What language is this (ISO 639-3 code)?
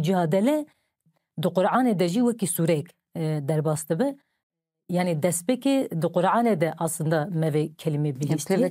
kur